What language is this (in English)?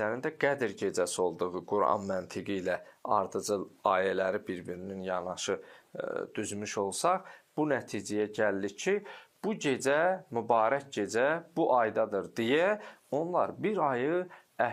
Azerbaijani